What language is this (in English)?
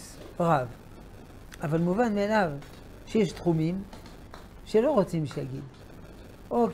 Hebrew